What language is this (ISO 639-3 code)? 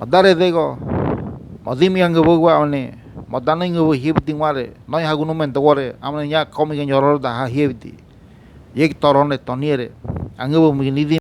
gym